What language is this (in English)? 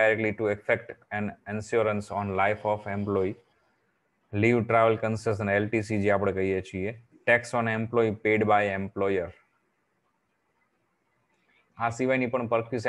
Gujarati